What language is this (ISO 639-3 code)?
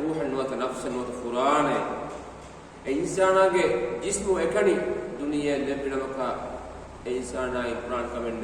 div